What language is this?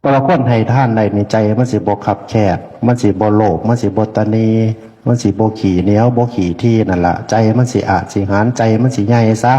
Northeastern Thai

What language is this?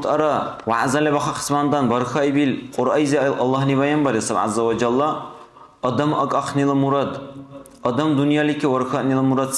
Dargwa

